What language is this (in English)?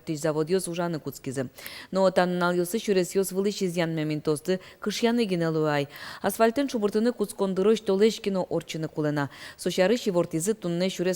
Udmurt